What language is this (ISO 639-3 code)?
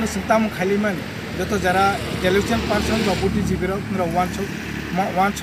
trp